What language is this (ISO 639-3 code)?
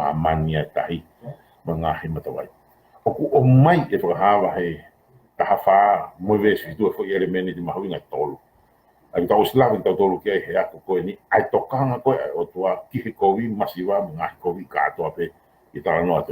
ton